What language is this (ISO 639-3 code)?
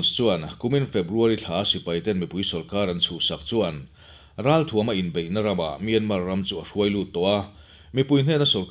lus